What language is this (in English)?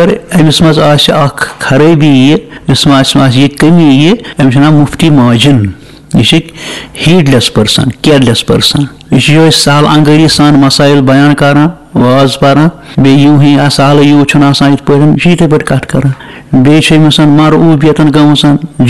Kashmiri